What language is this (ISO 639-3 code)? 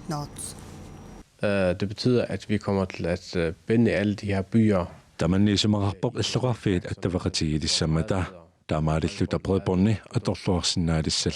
kal